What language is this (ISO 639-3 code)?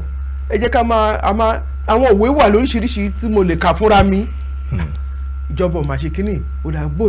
yor